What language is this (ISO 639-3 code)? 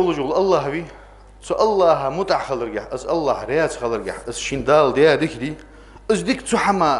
inh